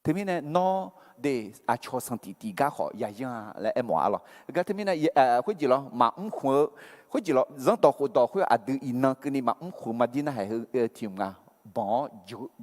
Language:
Akha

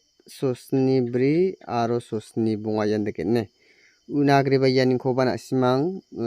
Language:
Garo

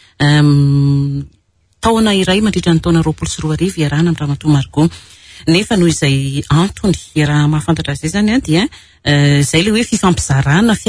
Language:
Malagasy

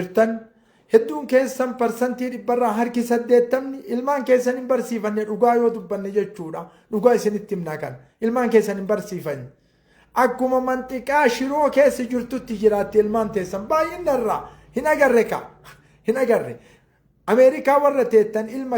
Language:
Oromo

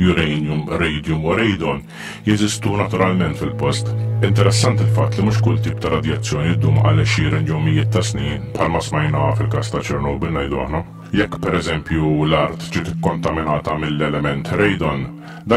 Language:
Maltese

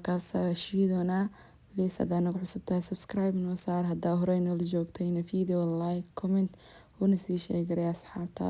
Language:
Somali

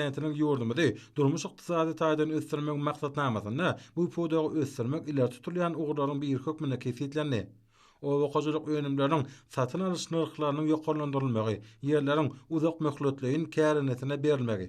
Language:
Turkmen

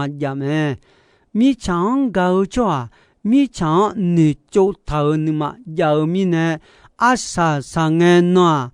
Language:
Akha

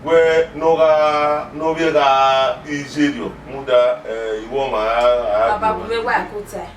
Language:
Bini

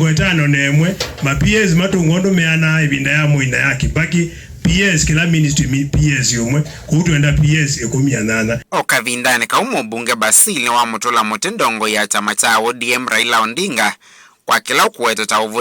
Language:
Kamba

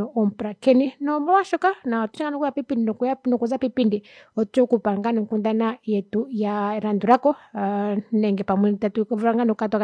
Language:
Kuanyama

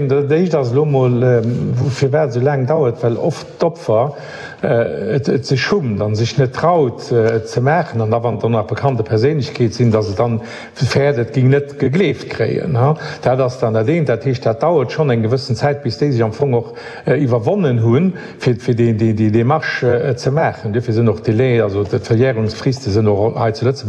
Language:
Luxembourgish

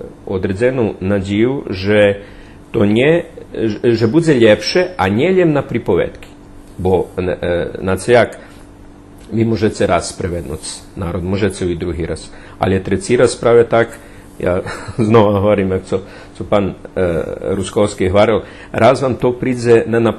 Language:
Rusyn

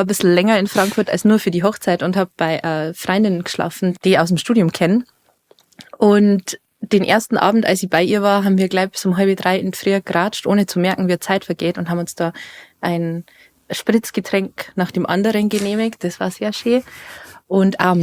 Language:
Bavarian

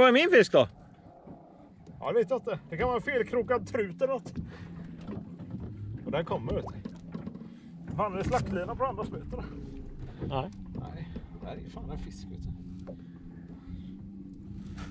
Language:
Swedish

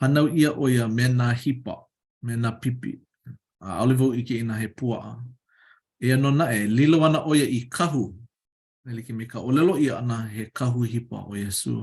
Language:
Hawaiian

